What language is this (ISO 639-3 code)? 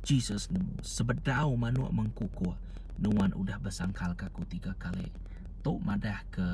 iba